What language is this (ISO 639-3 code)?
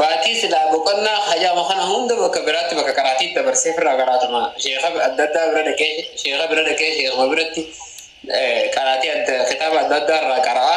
orm